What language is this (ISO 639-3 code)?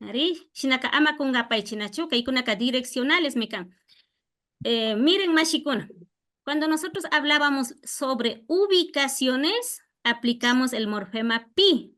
qvi